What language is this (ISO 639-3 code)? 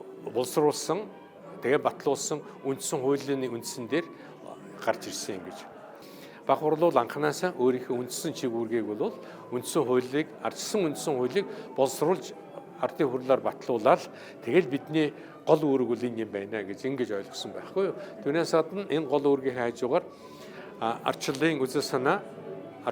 mon